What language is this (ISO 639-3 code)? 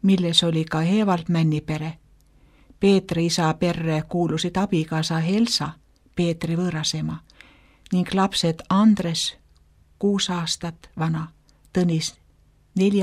est